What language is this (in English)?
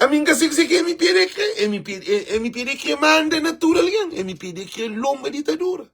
Kabuverdianu